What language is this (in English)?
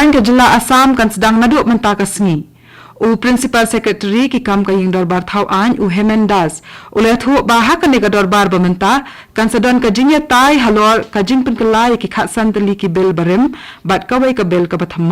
Khasi